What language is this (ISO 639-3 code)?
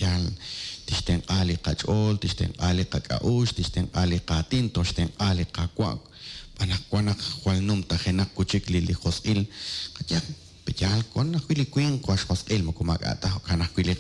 kek